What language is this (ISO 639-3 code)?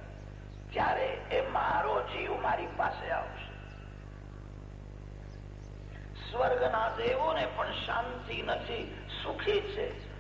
guj